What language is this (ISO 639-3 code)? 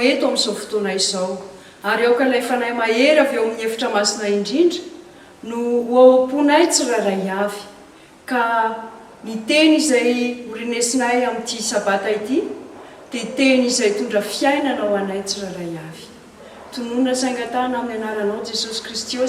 mlg